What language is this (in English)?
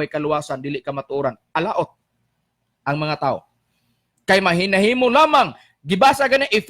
Cebuano